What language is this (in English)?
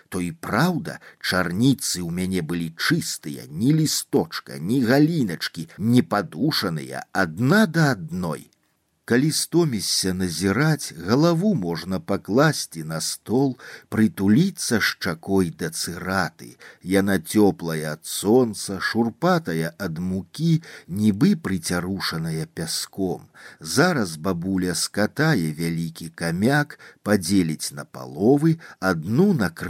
Belarusian